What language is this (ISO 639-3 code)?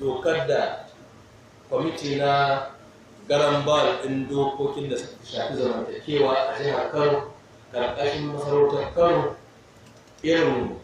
hau